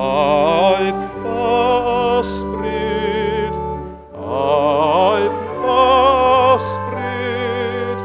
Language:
Welsh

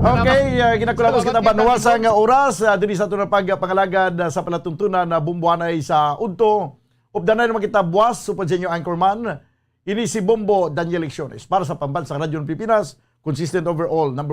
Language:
Hiligaynon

